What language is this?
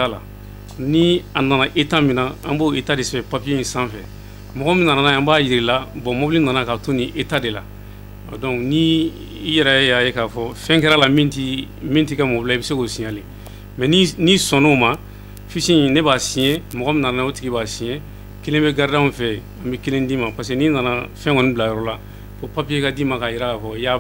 Bambara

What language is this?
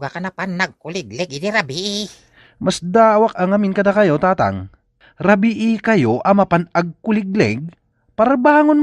Iloko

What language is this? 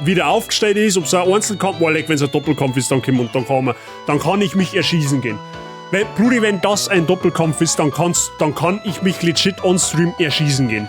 Bavarian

